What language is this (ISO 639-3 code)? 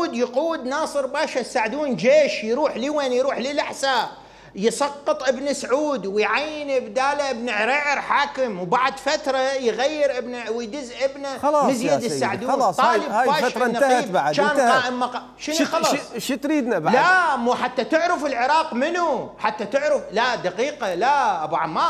acm